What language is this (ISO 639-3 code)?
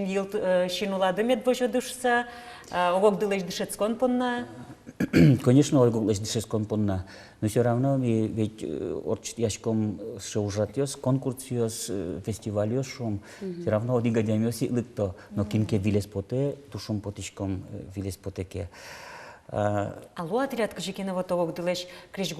udm